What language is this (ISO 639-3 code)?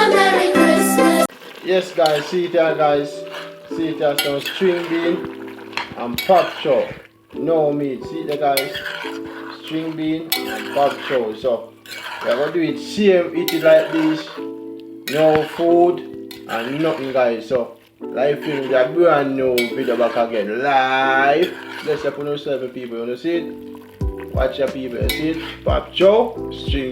jam